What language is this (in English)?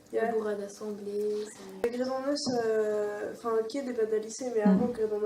Breton